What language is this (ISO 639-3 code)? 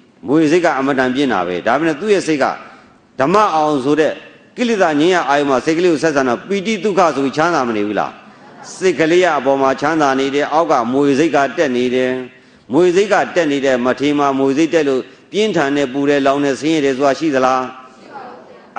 mya